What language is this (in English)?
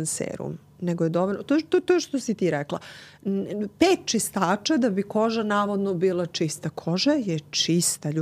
Serbian